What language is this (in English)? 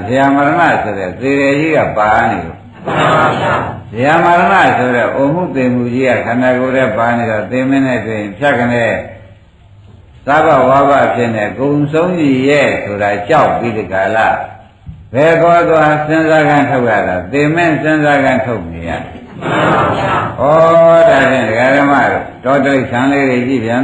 Burmese